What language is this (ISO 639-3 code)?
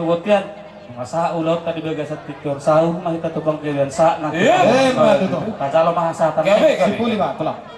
bbc